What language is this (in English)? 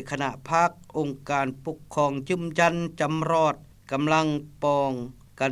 Lao